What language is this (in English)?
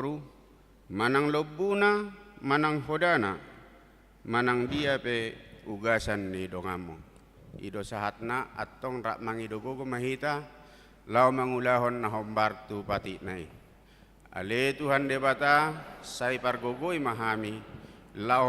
Batak Toba